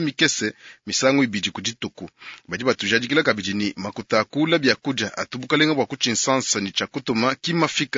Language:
Luba-Lulua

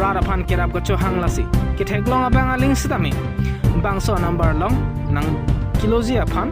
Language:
Karbi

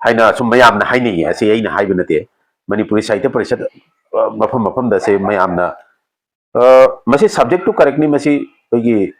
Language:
Manipuri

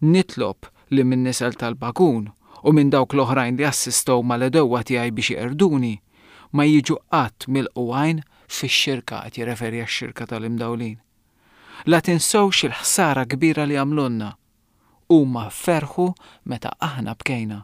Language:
Maltese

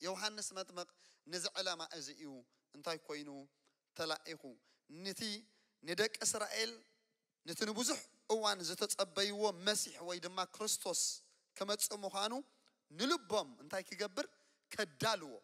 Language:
Tigrinya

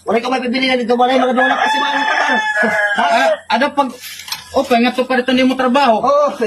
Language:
Waray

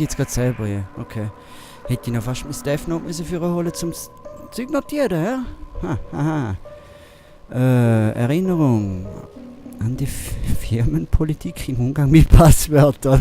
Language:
Swiss German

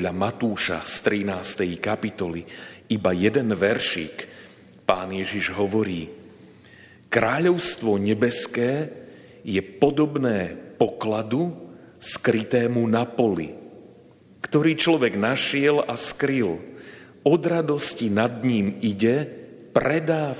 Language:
Slovak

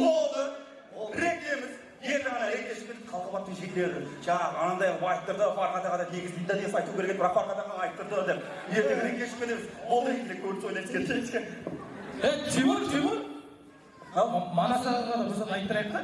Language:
Kara-Kalpak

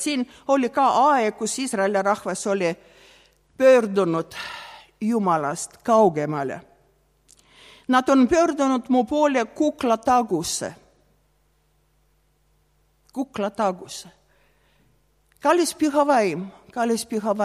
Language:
Estonian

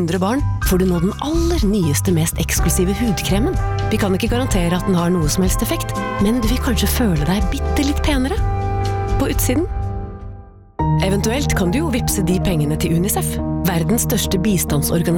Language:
Norwegian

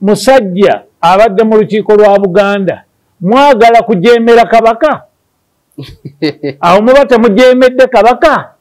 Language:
Ganda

